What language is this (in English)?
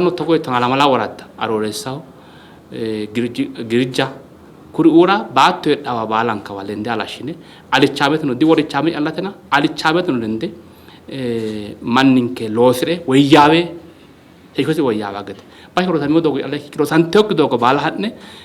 Sidamo